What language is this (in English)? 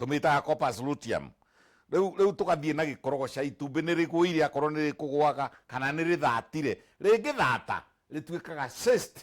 Kikuyu